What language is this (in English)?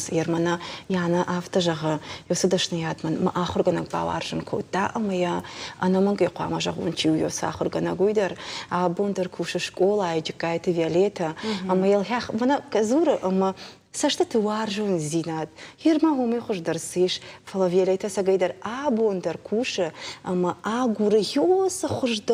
Ossetic